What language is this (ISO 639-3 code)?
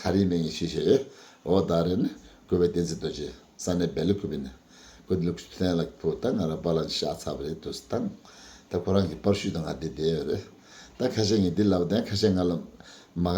bod